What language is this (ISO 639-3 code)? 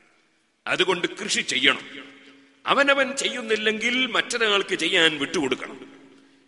mal